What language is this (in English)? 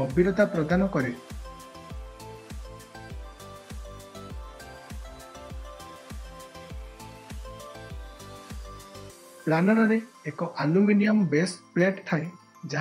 Odia